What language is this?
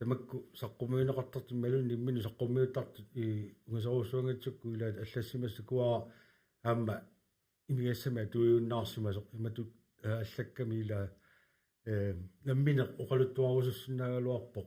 Kalaallisut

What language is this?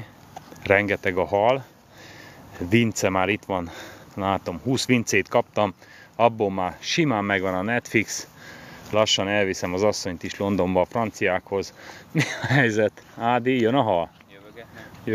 Hungarian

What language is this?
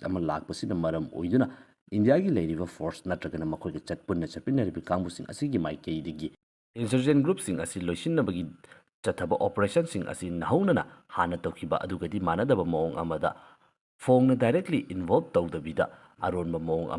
Manipuri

